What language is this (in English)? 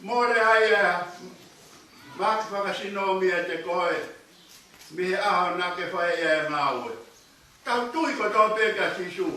Tongan